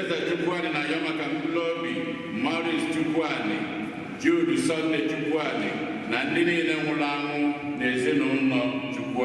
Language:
Igbo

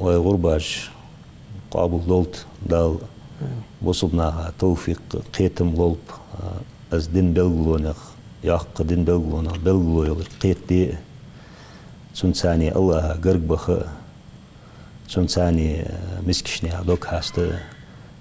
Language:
Ingush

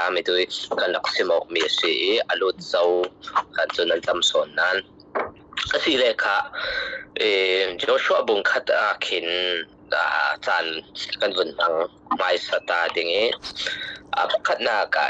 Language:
Falam Chin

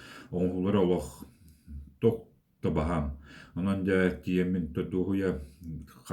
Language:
Yakut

